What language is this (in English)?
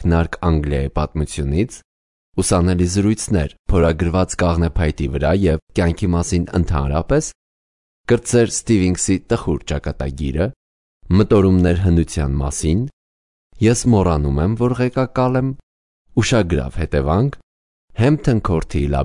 Armenian